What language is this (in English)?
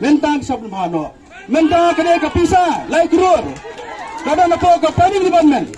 Khasi